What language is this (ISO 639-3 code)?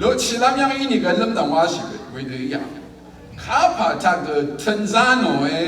raw